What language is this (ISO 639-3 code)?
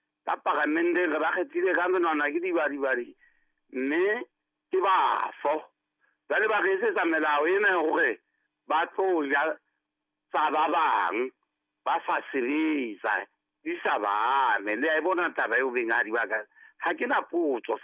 sot